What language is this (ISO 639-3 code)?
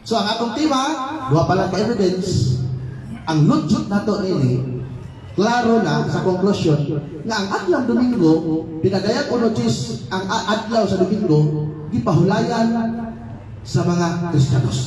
ceb